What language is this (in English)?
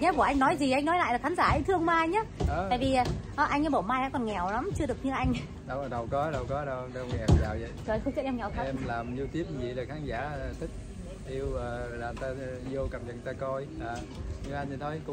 Vietnamese